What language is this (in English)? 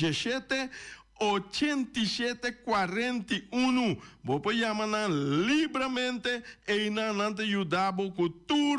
Papiamento